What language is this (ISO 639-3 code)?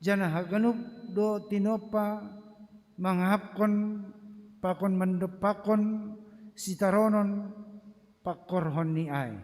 bts